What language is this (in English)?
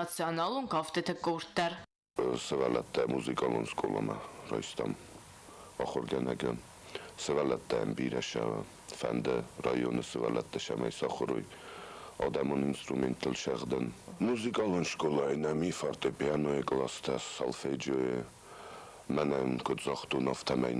Ossetic